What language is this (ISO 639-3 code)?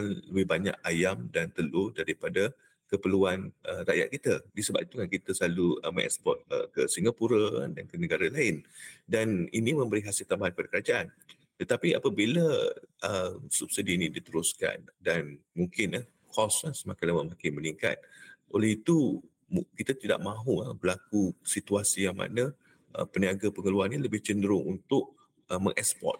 msa